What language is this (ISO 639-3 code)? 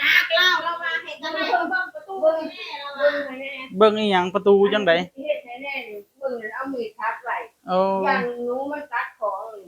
tts